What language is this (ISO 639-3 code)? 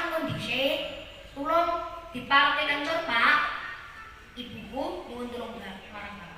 jav